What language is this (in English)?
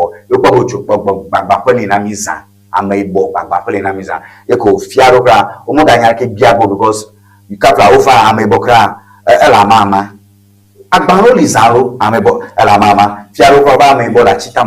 Ewe